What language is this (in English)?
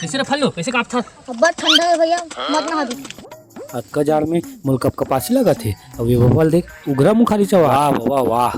Chhattisgarhi